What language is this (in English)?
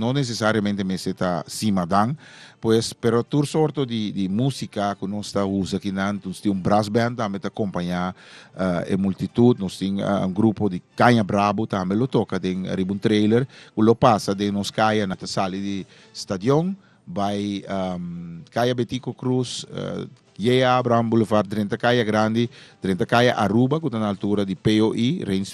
Papiamento